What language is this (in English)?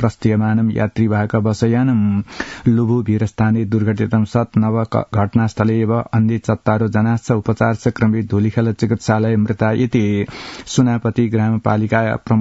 Sanskrit